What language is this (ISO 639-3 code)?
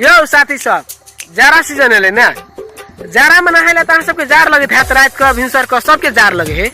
mai